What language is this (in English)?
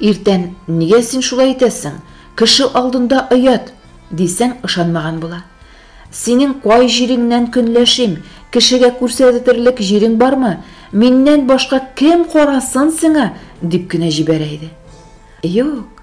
Tatar